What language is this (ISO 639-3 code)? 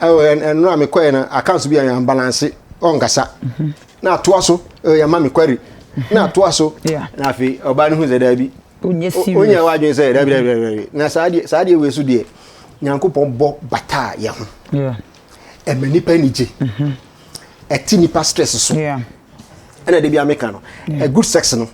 aka